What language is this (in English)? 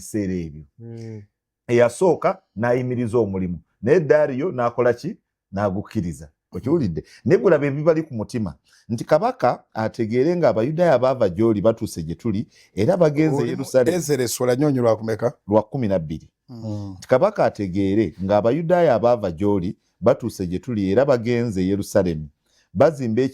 Ganda